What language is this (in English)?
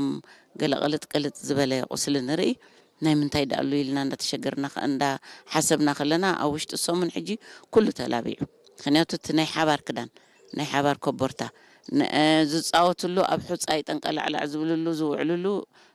Tigrinya